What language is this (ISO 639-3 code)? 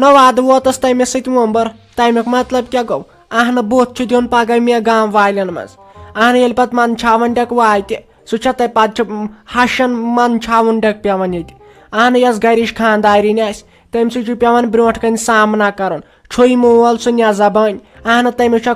kas